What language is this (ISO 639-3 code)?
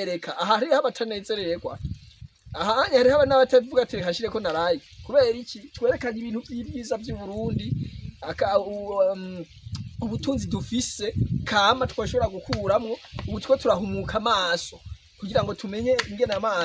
run